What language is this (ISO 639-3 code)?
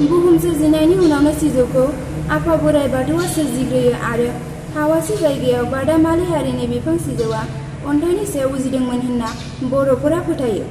brx